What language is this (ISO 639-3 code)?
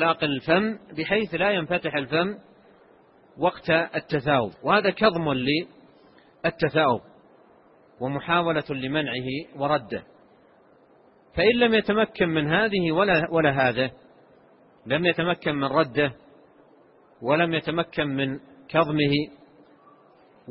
ara